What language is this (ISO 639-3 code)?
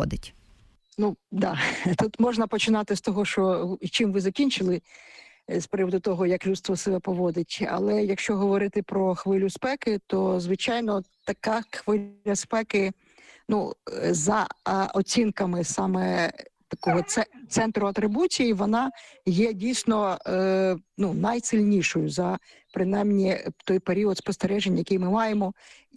ukr